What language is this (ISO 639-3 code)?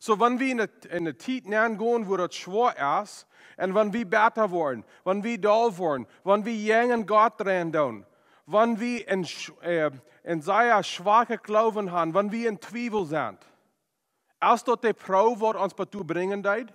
pdt